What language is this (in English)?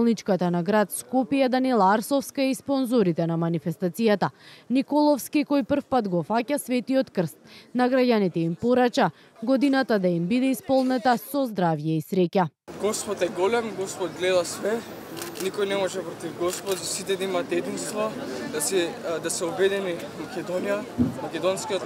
Macedonian